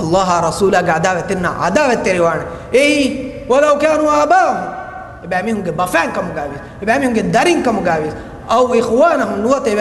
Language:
Divehi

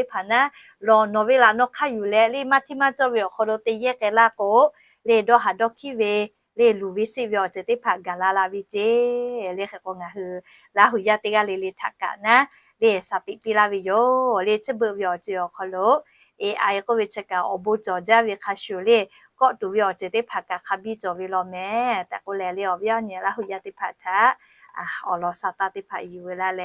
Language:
Lahu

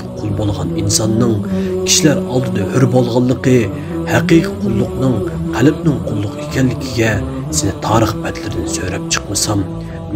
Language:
Uyghur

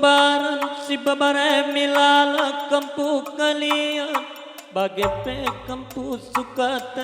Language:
Batak Karo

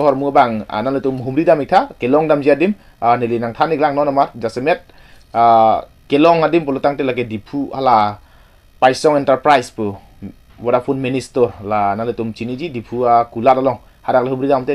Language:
Karbi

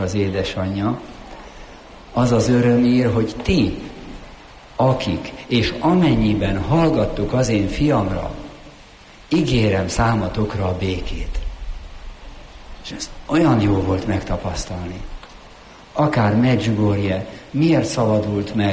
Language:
Hungarian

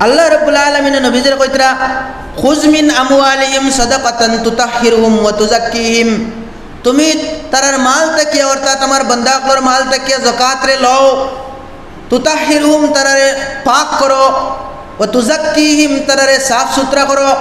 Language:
Sylheti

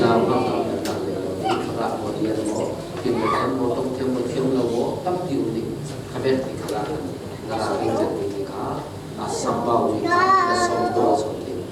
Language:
Falam Chin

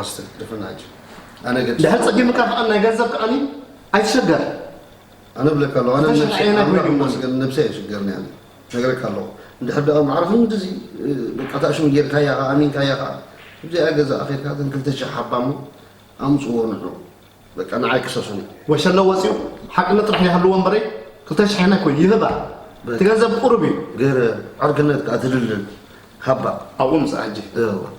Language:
Tigrinya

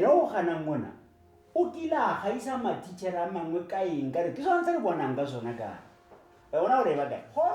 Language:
Tswana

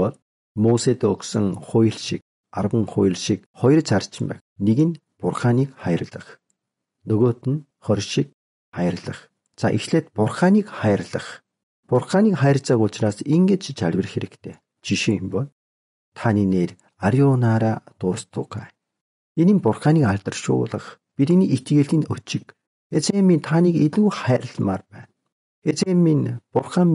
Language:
Mongolian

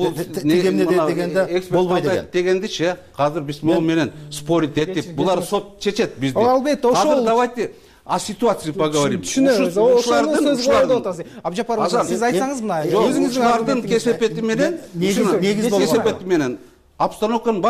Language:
Kyrgyz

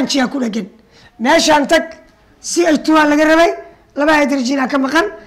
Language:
Somali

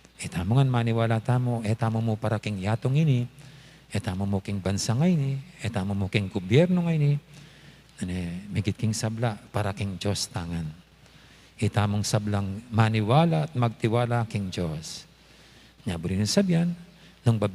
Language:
Pampanga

